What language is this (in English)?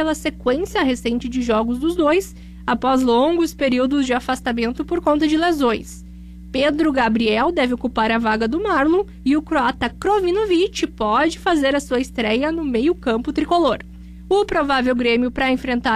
Portuguese